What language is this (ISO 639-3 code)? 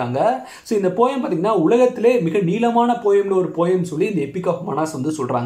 tam